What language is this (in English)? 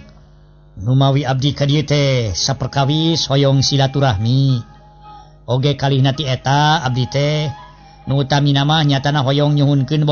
Sundanese